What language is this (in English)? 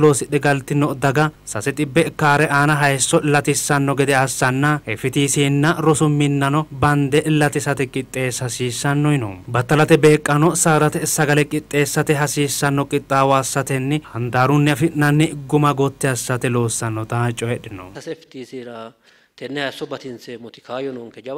Sidamo